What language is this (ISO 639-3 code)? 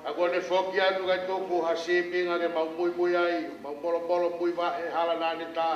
ton